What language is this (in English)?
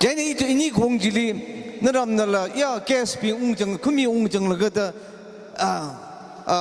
Tangkhul Naga (India)